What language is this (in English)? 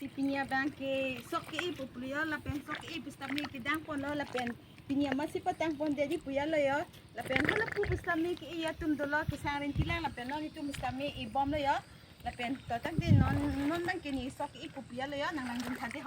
Karbi